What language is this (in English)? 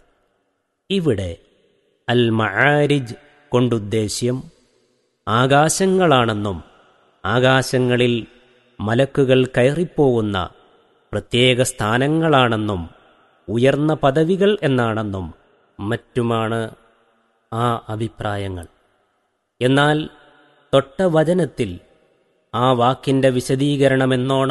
Malayalam